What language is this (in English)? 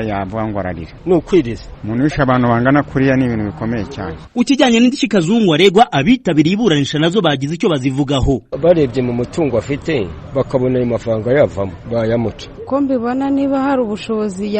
Kinyarwanda